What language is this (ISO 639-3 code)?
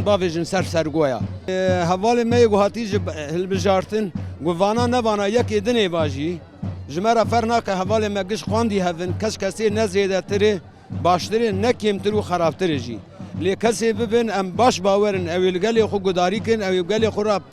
kur